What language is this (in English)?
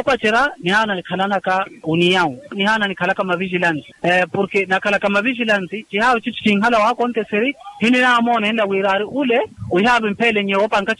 Makhuwa